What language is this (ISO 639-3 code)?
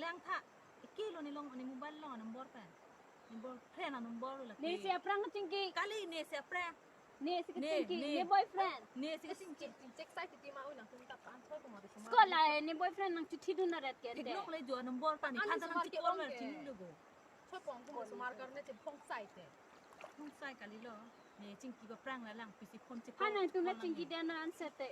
mjw